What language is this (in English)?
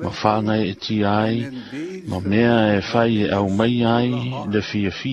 Samoan